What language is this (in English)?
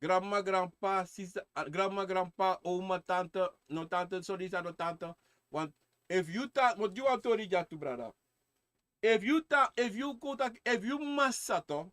Sranan Tongo